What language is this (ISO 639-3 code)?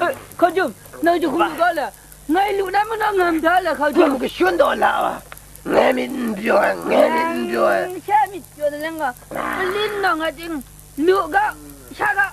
kac